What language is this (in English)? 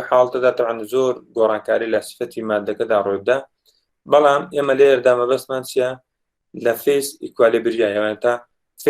Central Kurdish